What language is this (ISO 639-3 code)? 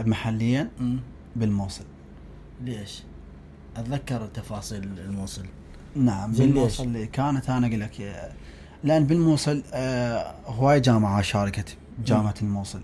acm